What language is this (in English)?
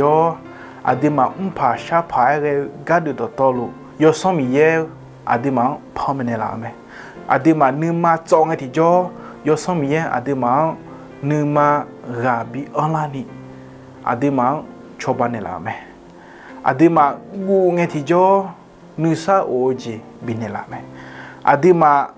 Akha